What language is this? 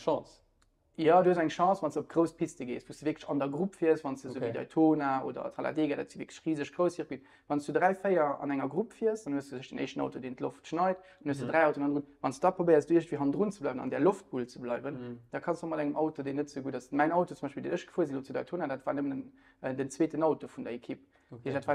Luxembourgish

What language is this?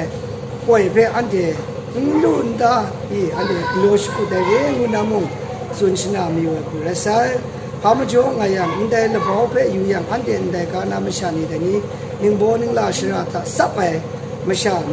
Kachin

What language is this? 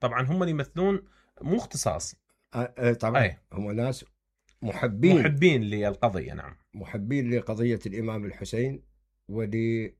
Mesopotamian Arabic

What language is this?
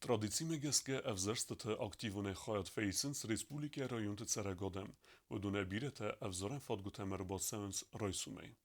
Ossetic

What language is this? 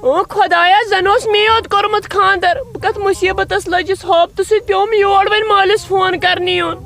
Kashmiri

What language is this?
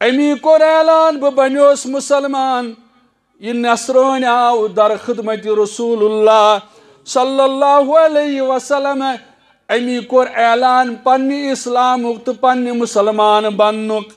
Kashmiri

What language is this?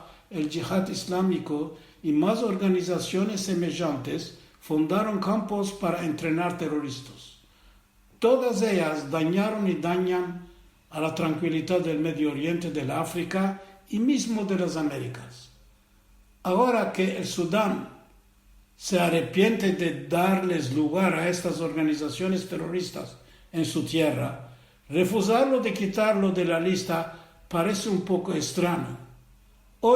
Ladino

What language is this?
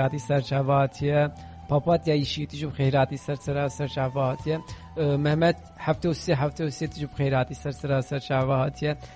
Kurdish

